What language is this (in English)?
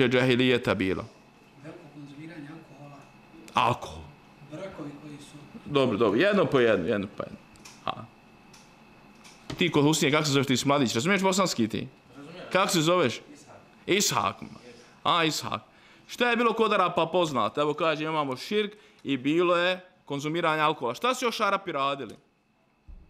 Bosnian